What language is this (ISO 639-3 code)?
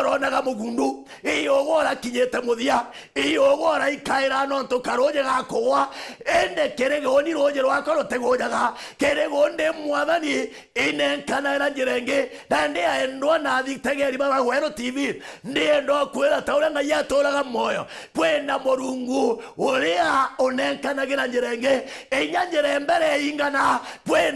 mer